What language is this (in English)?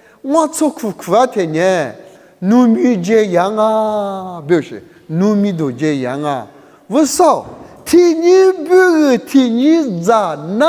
Lisu